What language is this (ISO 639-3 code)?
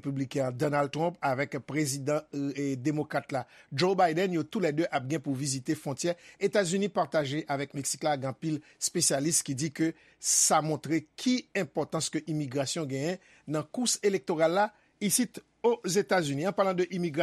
hat